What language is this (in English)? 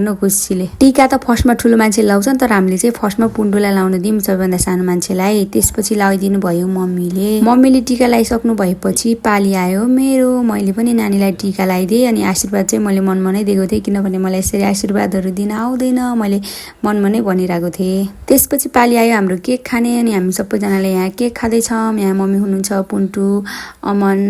Nepali